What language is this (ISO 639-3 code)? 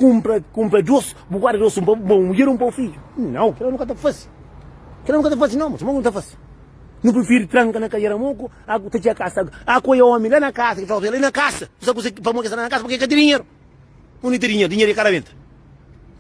kea